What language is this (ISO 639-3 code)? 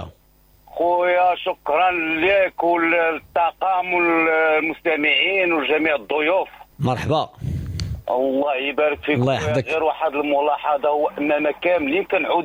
ary